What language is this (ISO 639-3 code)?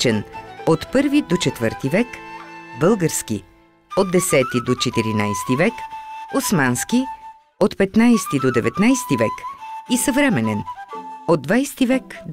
bul